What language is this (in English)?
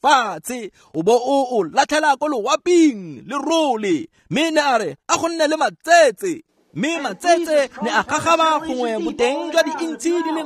Tswana